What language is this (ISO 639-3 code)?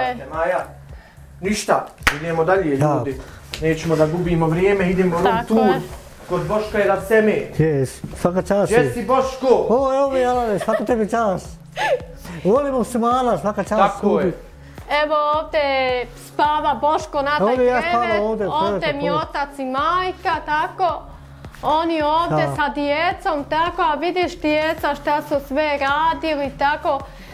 bos